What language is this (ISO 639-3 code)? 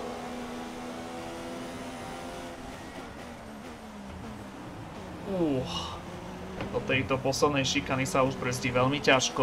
slk